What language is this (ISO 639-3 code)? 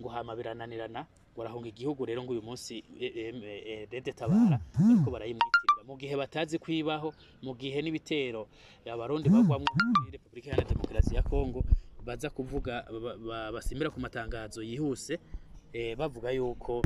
run